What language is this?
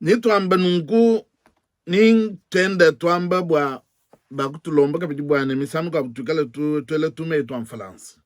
Luba-Lulua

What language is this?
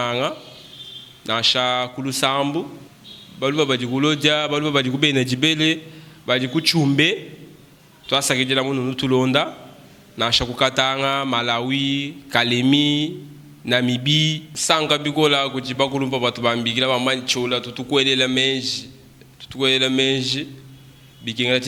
Luba-Lulua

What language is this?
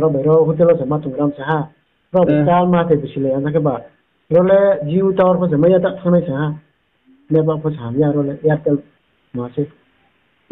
Riang (India)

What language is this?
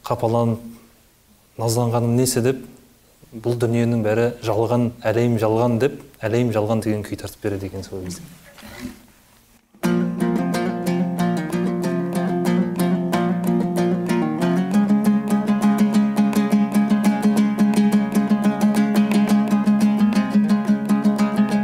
Kazakh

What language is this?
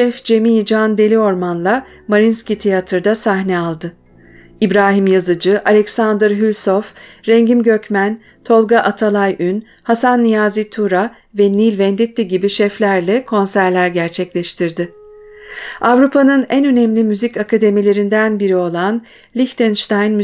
Turkish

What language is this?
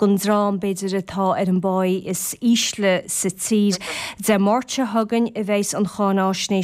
Irish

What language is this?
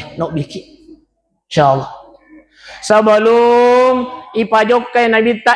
Buginese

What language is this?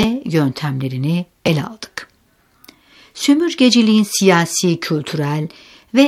Turkish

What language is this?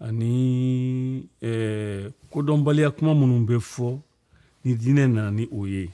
Bambara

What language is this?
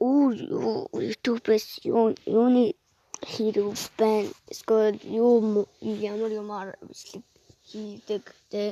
Mongolian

